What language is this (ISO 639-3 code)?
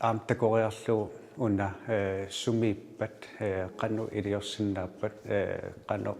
kal